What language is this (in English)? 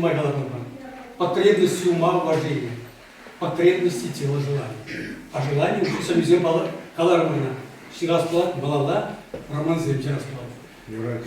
Chuvash